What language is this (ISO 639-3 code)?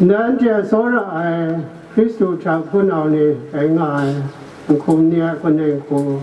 kac